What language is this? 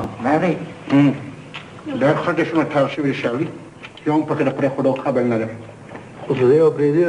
Pashto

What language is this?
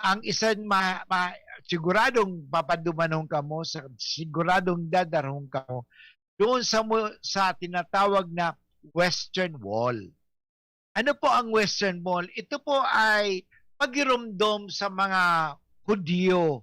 Bikol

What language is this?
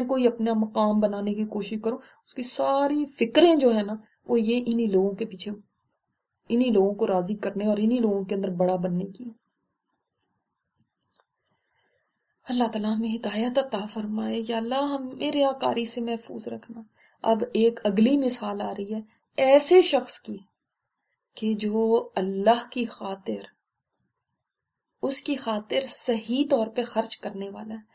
Urdu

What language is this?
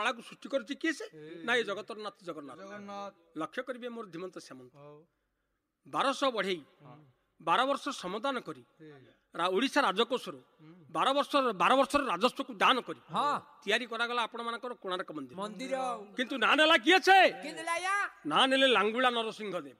Odia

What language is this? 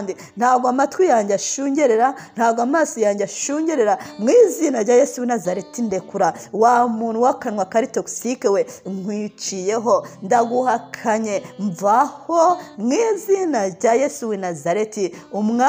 Kinyarwanda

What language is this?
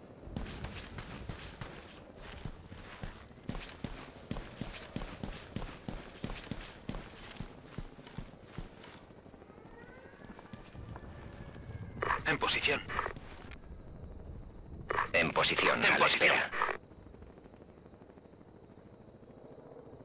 Spanish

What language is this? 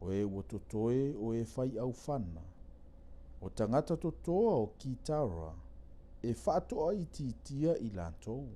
Samoan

